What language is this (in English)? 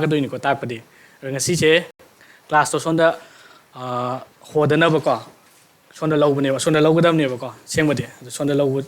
Manipuri